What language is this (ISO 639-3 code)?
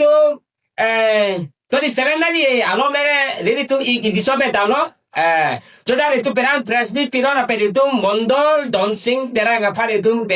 mjw